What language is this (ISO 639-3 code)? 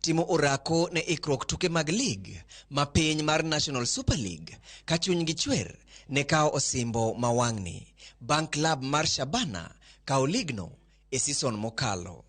luo